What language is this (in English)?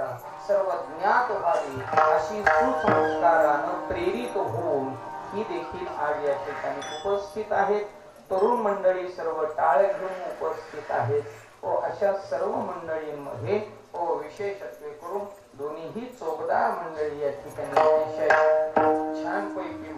Marathi